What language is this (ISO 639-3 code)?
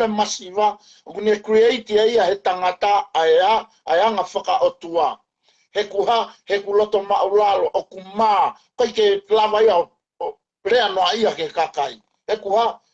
ton